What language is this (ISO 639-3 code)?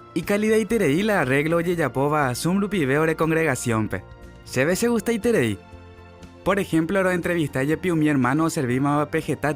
grn